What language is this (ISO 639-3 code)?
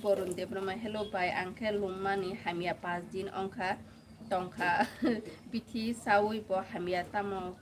trp